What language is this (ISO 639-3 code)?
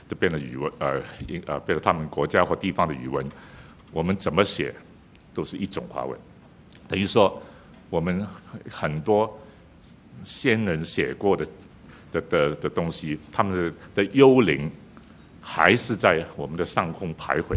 zho